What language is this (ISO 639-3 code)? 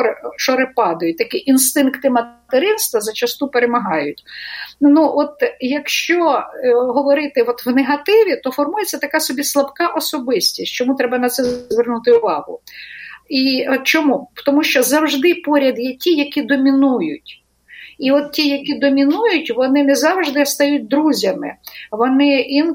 ukr